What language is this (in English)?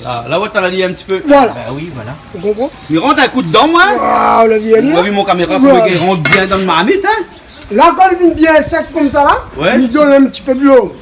Réunion Creole French